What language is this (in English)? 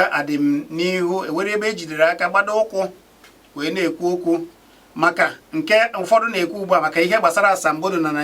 Igbo